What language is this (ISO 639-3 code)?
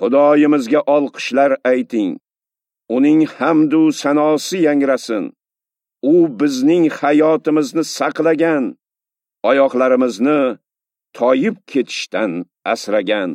uzb